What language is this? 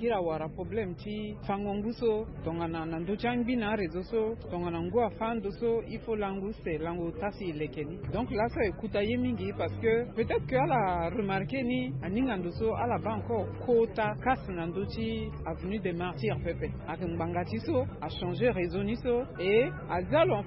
Sango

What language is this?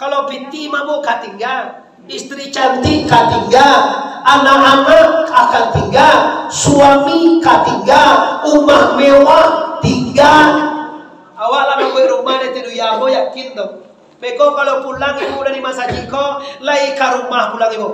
Minangkabau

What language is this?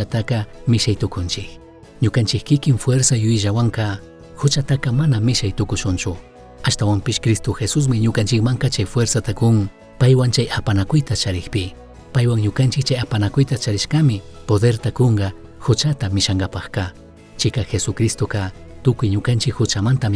Chimborazo Highland Quichua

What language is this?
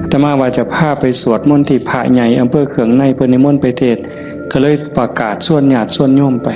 Northeastern Thai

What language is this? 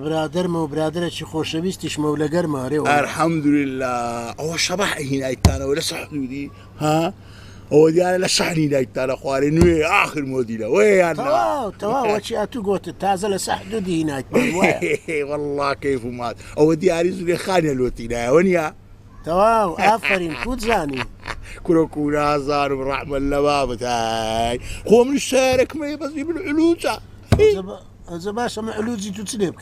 Central Kurdish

